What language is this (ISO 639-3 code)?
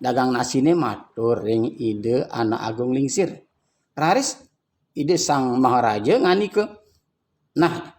ban